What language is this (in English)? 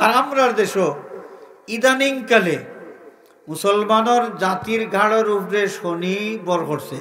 Sylheti